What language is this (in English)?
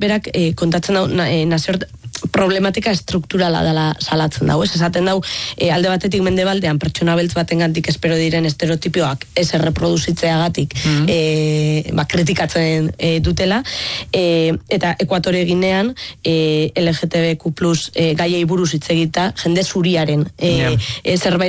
Basque